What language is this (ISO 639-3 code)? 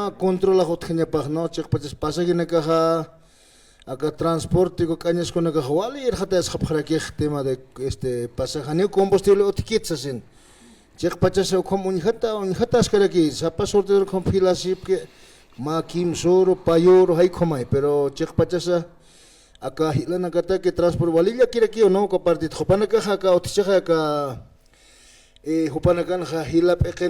aym